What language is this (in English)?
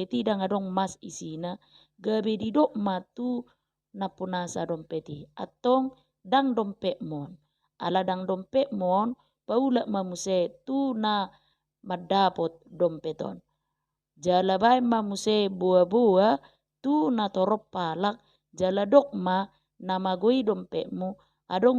Batak Toba